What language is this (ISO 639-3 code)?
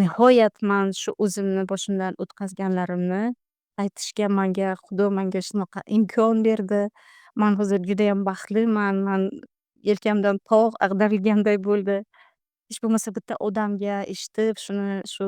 uzb